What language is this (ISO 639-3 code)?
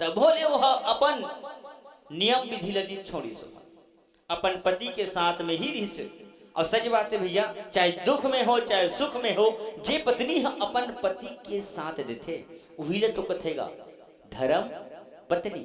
hne